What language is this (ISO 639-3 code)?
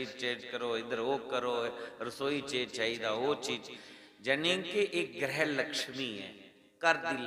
doi